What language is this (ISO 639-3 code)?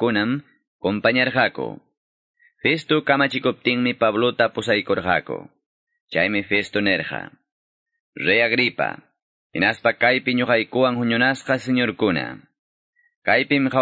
que